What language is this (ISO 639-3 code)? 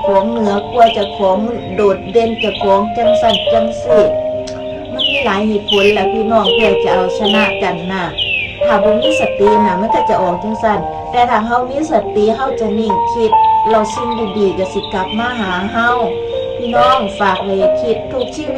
tts